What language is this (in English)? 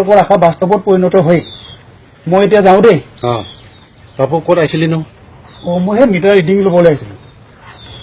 Assamese